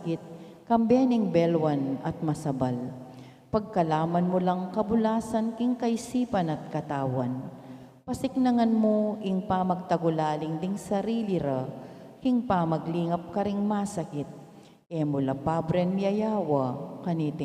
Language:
Pampanga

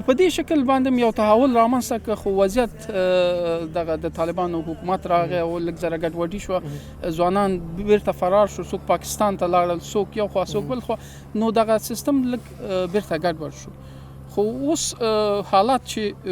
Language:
Pashto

